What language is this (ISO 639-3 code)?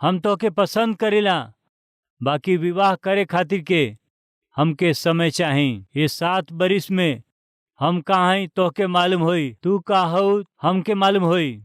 bho